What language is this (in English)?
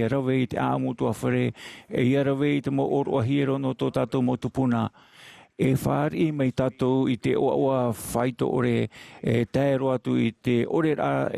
Tahitian